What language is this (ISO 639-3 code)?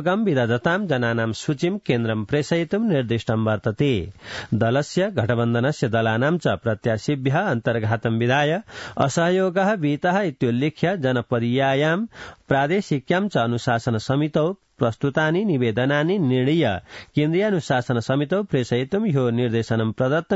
san